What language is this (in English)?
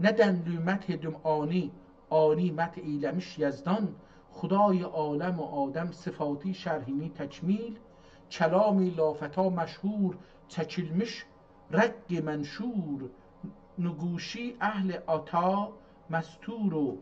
South Azerbaijani